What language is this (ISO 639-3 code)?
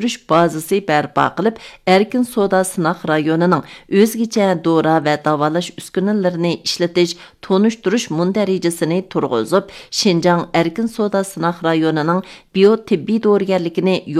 uig